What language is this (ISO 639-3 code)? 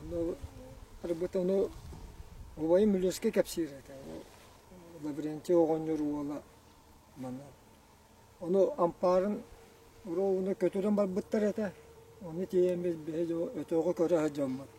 sah